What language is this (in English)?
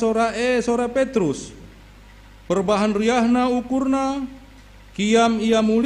Batak Karo